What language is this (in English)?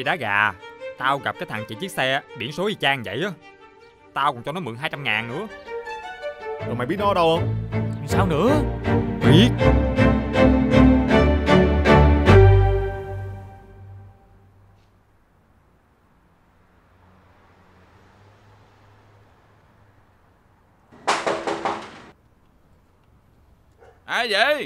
Vietnamese